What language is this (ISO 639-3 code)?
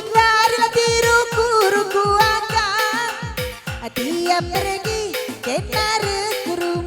btx